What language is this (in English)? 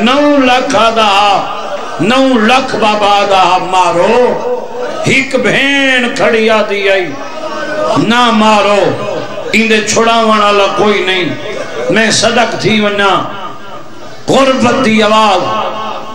Saraiki